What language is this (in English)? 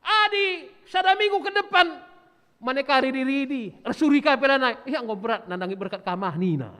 Batak Karo